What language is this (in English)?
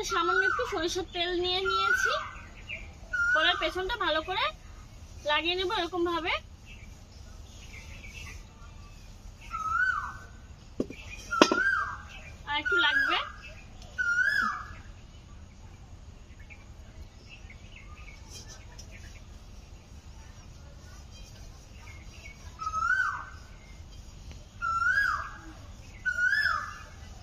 Bangla